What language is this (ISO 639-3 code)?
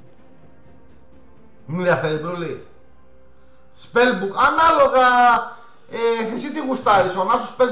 ell